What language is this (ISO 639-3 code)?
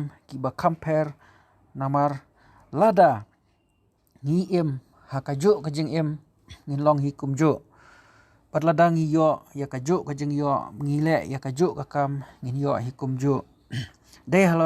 kha